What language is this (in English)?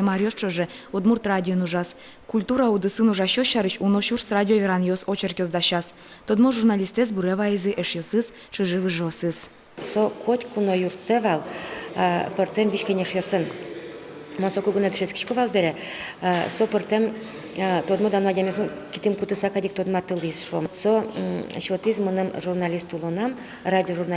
Udmurt